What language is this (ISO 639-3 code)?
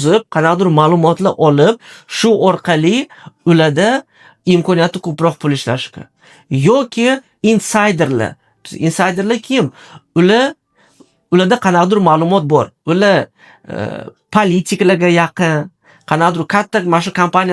uzb